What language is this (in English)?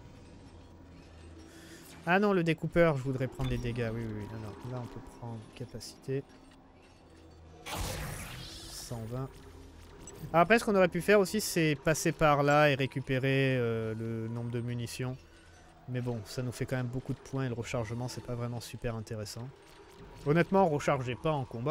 French